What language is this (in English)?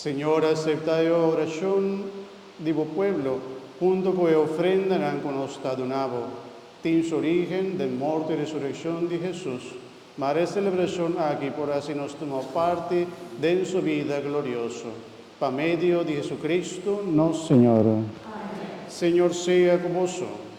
Papiamento